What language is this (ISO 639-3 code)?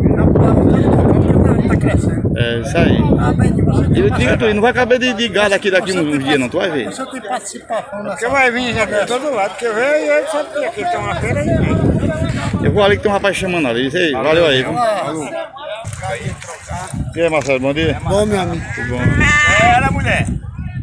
por